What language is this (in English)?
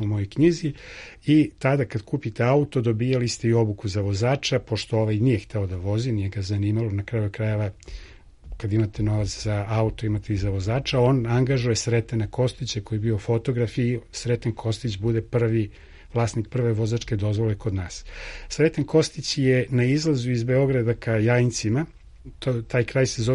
Serbian